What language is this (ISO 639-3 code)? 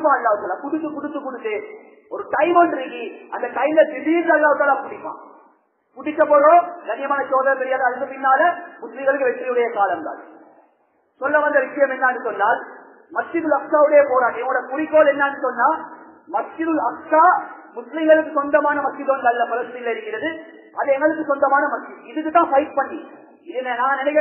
tam